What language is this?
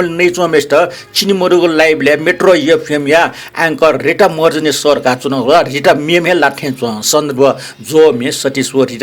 Newari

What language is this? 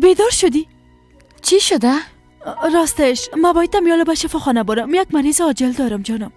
Persian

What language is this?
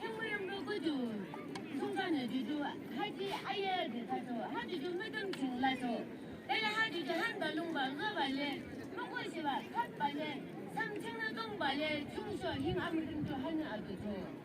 Yimchungru Naga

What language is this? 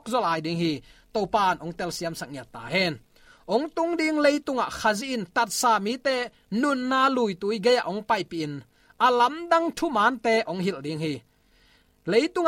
Tedim Chin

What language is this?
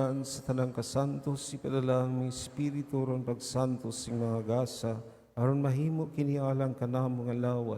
Cebuano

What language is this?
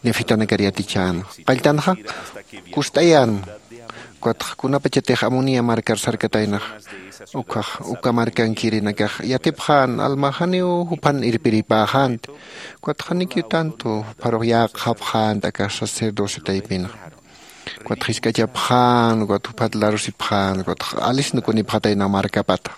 Aymara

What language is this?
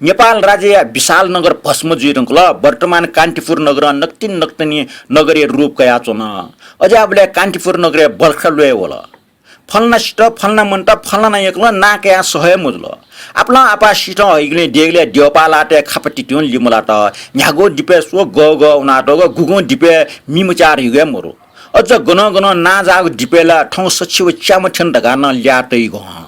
Newari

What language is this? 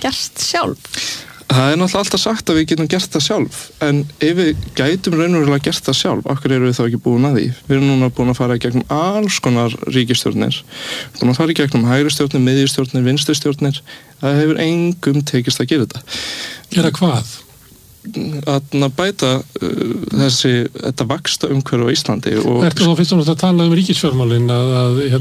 Icelandic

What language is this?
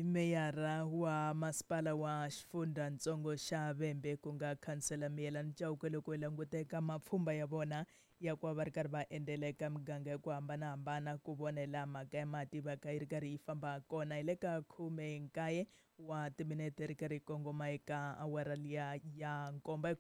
Tsonga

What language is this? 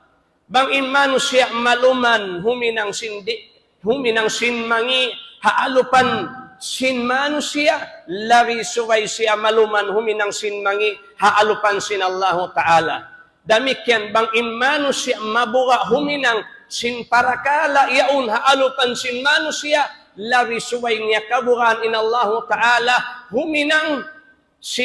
Tausug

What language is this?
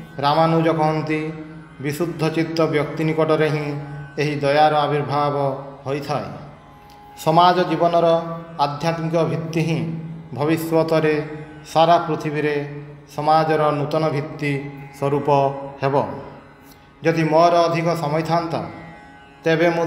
Odia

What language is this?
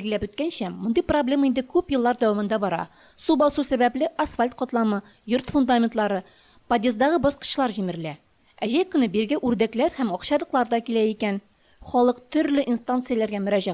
Tatar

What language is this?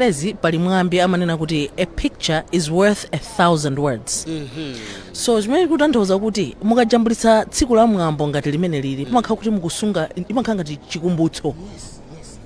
Nyanja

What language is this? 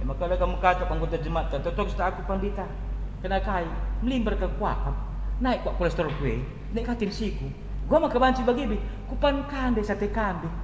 Batak Karo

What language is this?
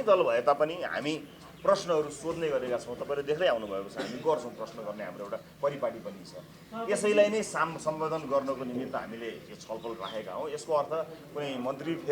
Nepali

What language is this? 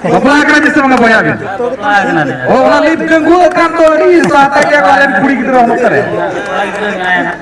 Santali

